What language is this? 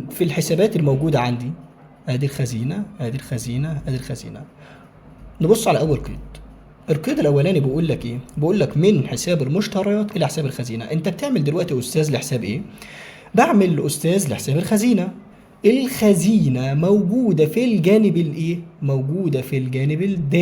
Egyptian Arabic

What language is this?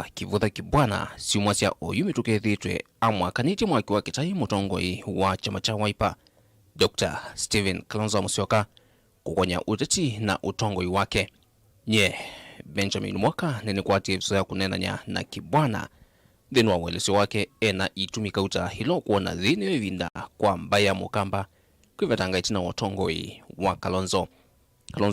Kamba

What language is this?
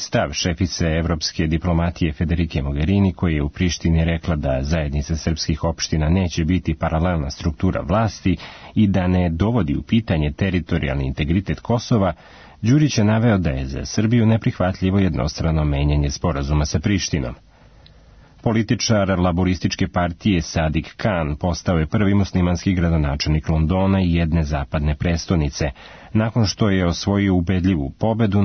Serbian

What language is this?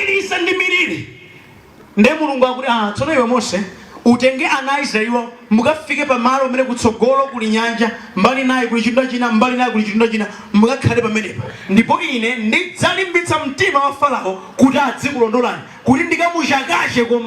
Nyanja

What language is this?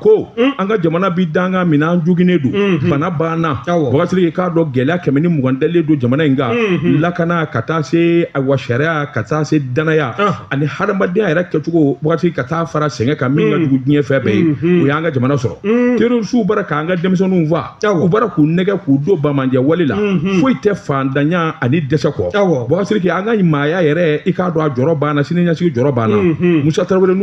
Bambara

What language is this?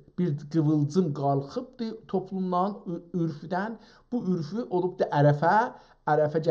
South Azerbaijani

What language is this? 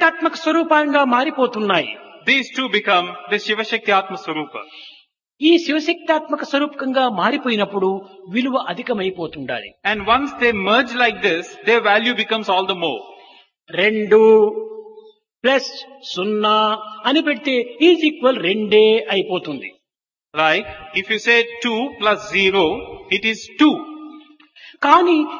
Telugu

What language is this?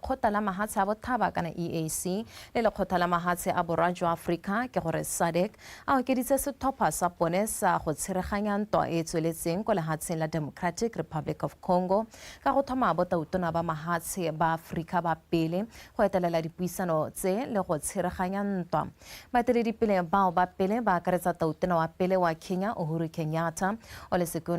Tswana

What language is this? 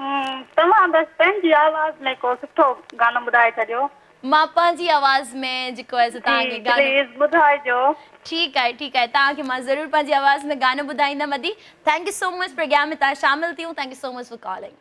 Sindhi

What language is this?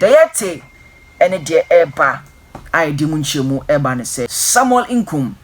Akan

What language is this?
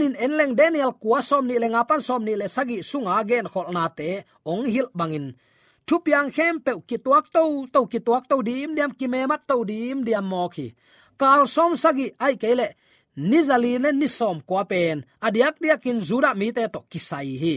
Tedim Chin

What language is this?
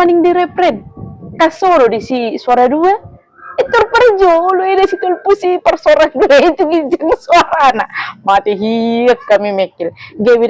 Batak Toba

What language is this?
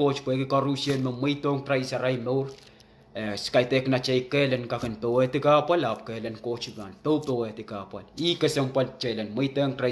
Pohnpeian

